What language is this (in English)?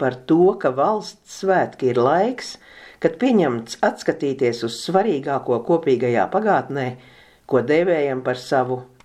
Latvian